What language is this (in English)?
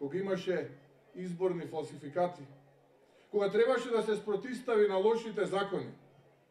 Macedonian